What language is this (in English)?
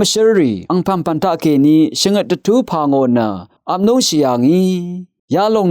Rawang